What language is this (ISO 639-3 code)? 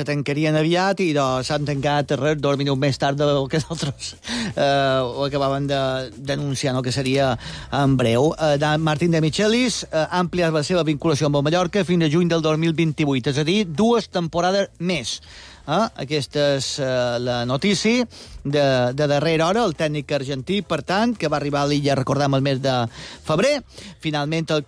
cat